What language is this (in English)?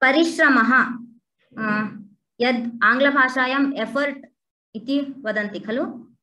Sanskrit